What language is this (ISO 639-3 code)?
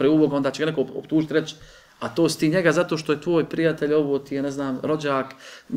bos